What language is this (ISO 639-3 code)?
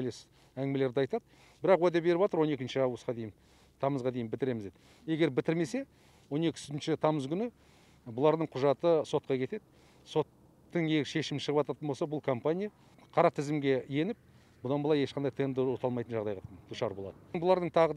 kaz